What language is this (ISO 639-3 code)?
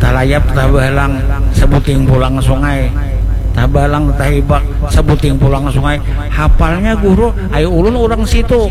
bjn